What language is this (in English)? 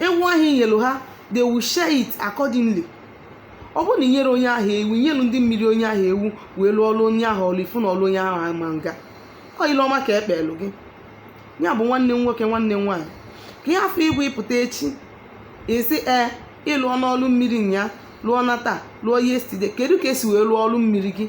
Igbo